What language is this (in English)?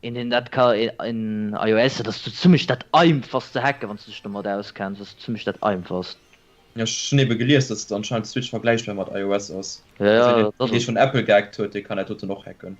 Luxembourgish